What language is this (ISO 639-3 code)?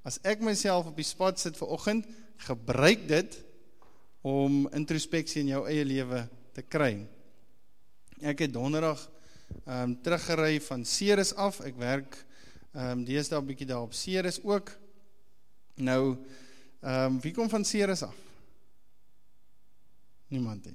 afr